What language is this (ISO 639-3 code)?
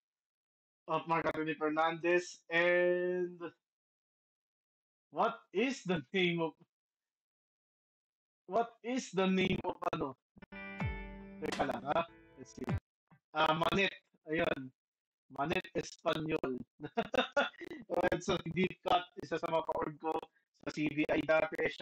fil